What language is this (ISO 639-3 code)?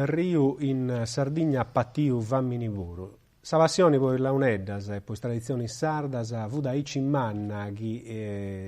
srd